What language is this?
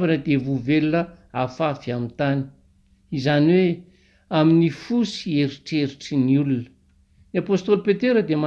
Malagasy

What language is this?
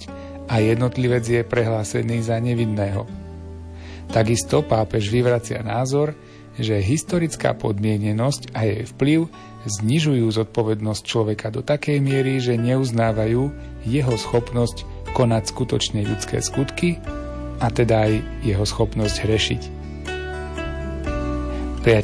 Slovak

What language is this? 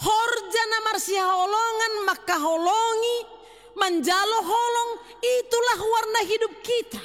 Batak Simalungun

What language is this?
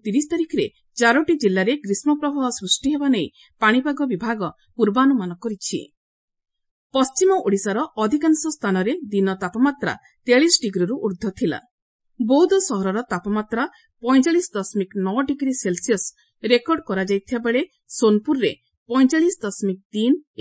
Odia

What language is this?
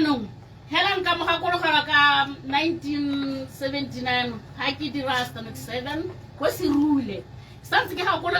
Tswana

